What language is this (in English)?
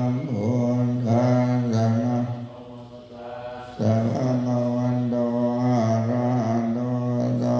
Pali